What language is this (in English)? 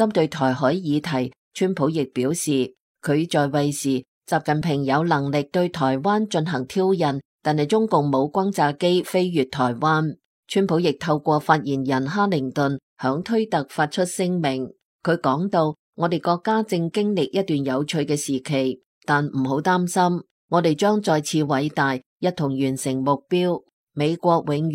Cantonese